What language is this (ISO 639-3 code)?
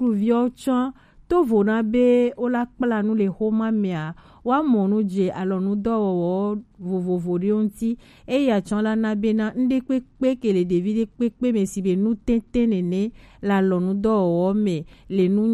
gej